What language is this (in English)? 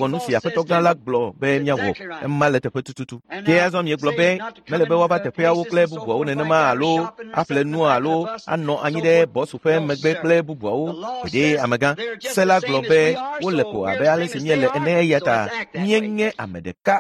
Ewe